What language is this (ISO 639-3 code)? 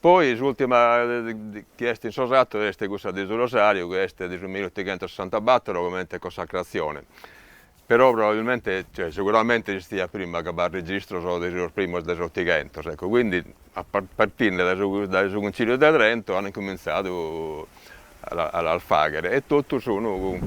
srd